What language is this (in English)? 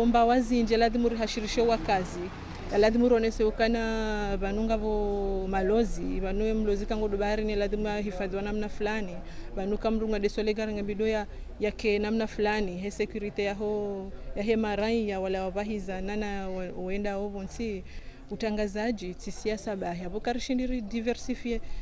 Ngazidja Comorian